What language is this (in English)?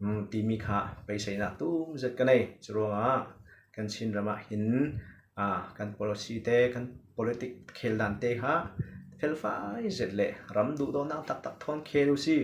Falam Chin